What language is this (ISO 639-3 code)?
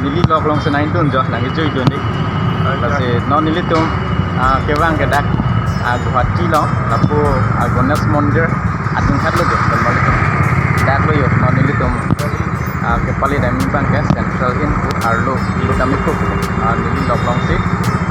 mjw